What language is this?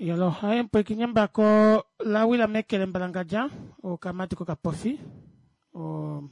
Kuanyama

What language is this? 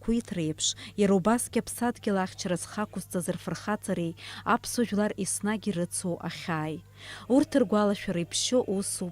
Abkhazian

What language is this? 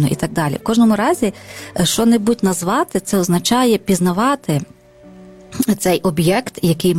Ukrainian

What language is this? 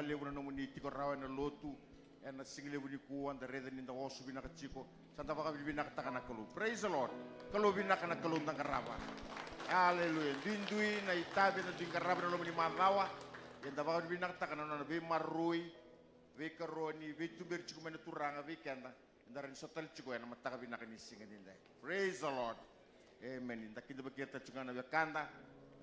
Fijian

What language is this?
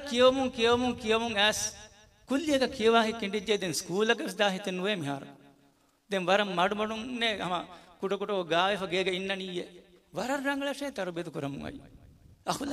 Divehi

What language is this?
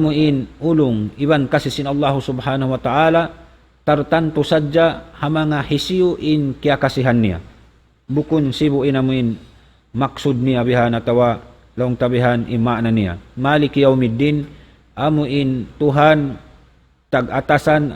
Tausug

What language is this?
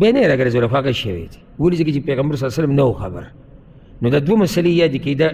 Pashto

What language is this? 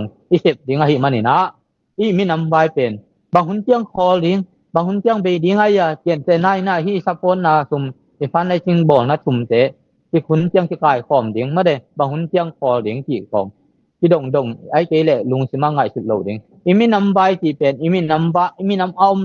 Tedim Chin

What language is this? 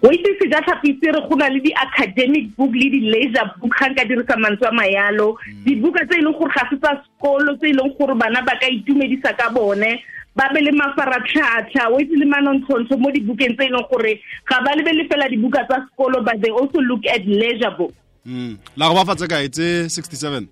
Tswana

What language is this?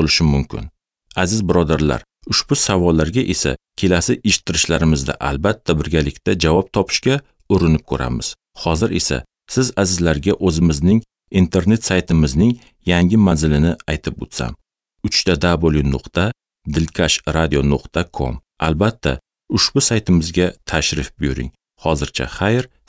Uzbek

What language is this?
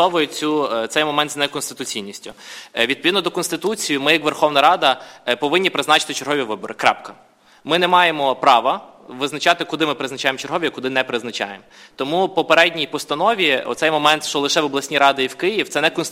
Ukrainian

